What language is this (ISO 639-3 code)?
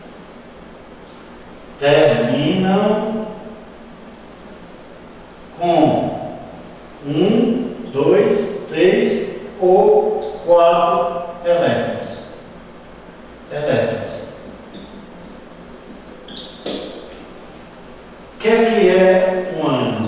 por